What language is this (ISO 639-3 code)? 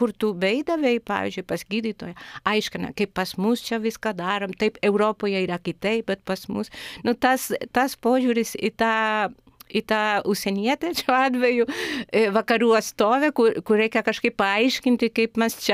lit